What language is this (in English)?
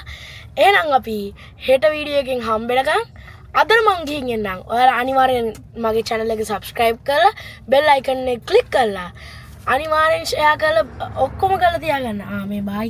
Sinhala